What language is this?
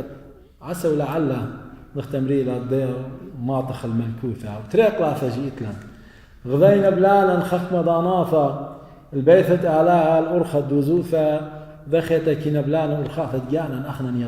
Assyrian Neo-Aramaic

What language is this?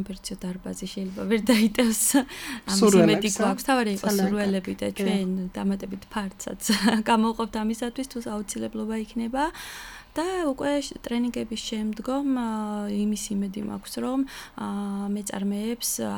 Georgian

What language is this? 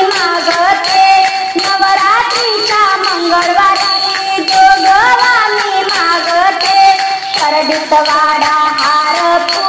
Marathi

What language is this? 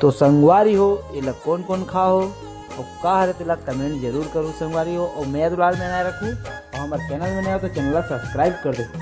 Chhattisgarhi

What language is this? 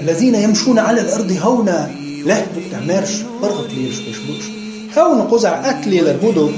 Chechen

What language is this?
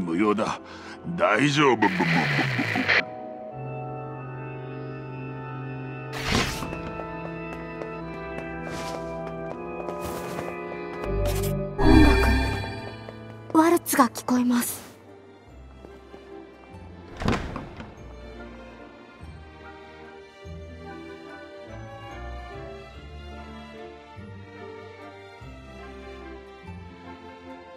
Japanese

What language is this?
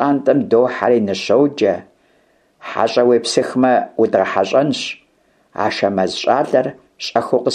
Kabardian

